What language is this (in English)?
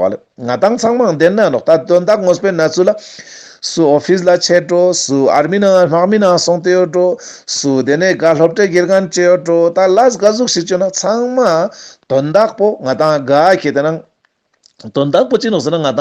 Ladakhi